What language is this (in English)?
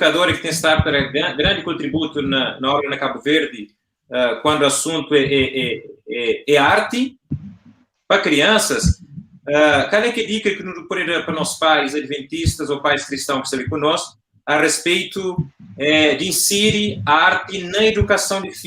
Kabuverdianu